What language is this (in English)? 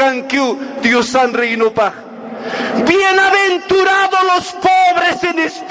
Aymara